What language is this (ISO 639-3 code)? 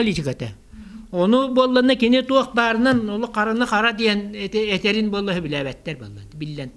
sah